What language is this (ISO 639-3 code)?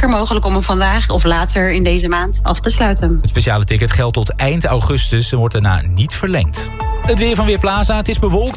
nld